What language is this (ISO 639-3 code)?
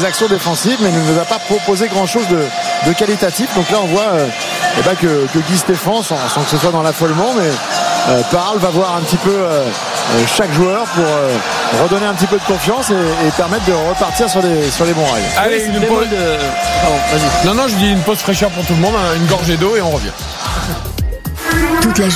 fra